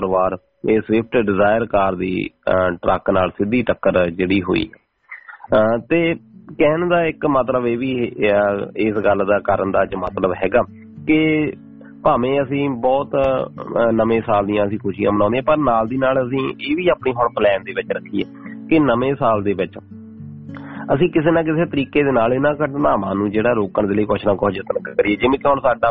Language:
Punjabi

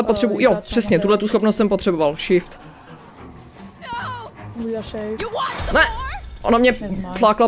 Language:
Czech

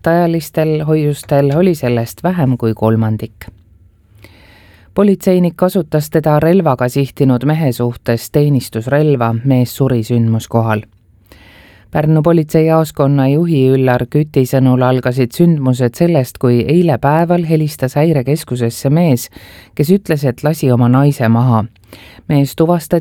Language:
Estonian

